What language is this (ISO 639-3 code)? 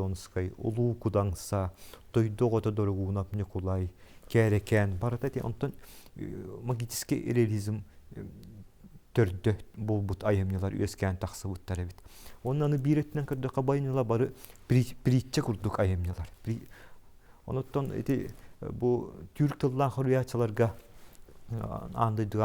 sah